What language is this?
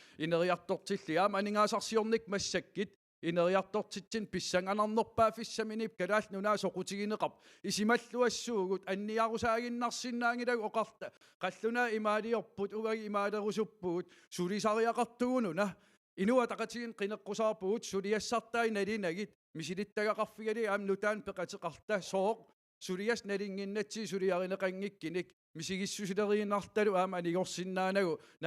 Kalaallisut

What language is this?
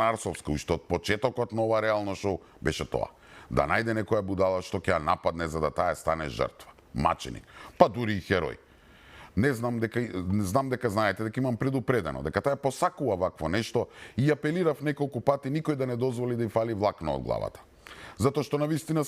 Macedonian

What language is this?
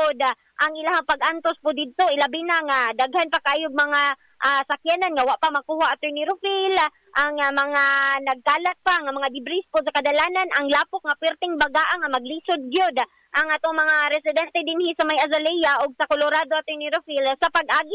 Cebuano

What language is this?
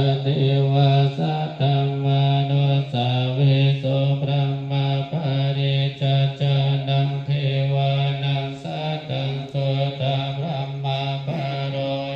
Pali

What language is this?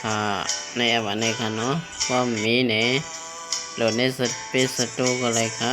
Shan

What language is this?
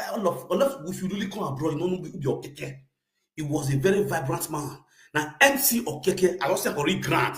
Nigerian Pidgin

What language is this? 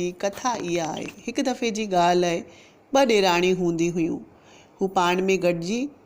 Sindhi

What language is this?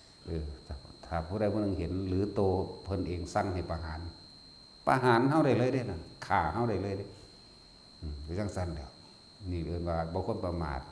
Northeastern Thai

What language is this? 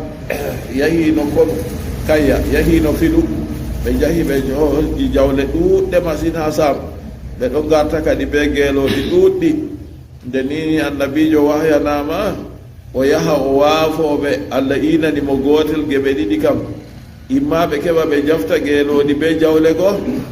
Fula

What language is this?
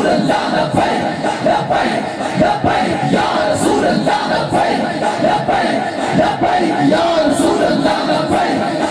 Urdu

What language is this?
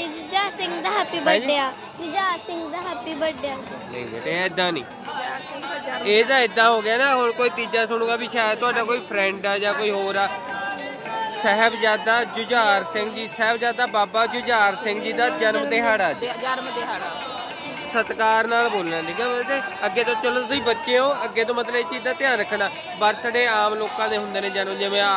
Punjabi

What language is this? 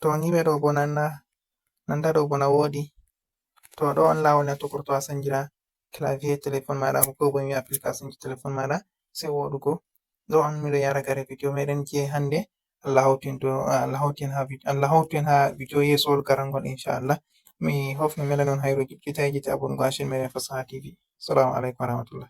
Fula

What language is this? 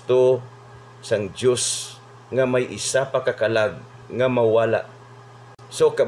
Hiligaynon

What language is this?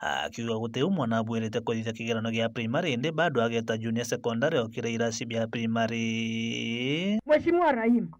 Meru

